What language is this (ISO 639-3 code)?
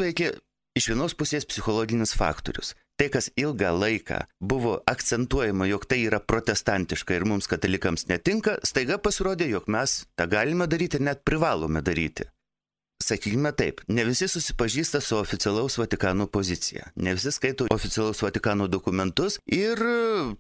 lit